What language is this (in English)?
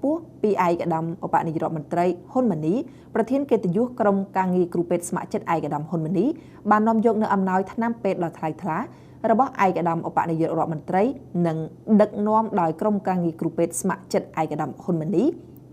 Khmer